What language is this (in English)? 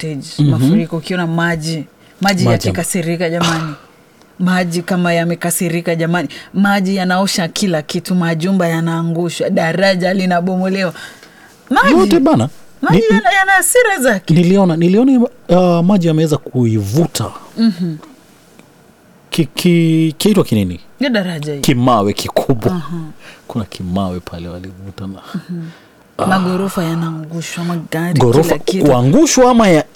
Swahili